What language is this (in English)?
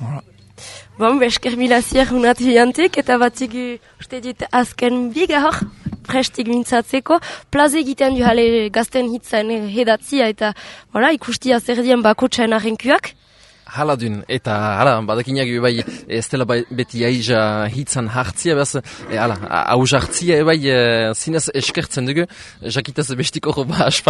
Basque